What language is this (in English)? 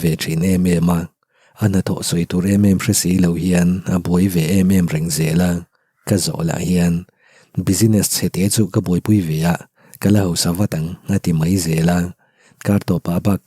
Mizo